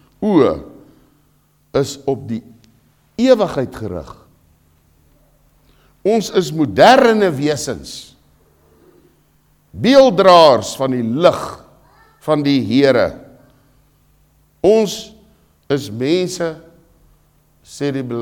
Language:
Afrikaans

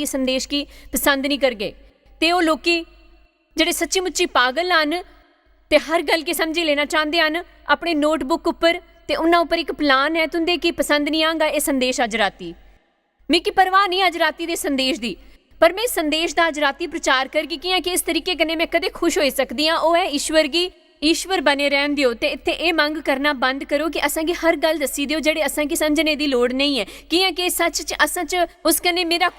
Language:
Dogri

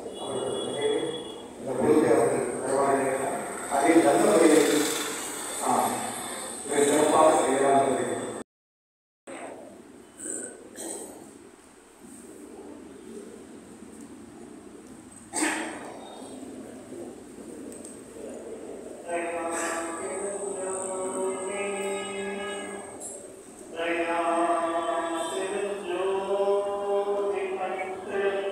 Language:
Tamil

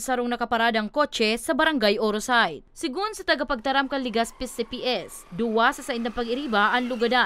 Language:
Bikol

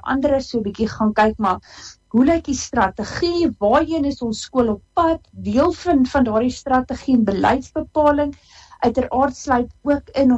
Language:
Afrikaans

